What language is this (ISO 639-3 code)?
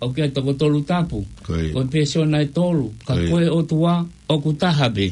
ton